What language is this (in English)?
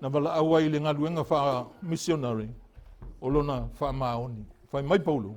Samoan